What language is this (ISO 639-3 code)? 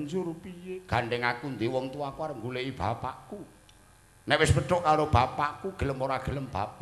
jav